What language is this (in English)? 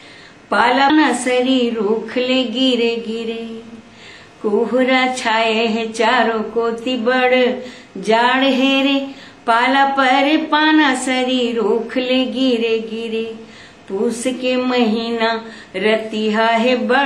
Chhattisgarhi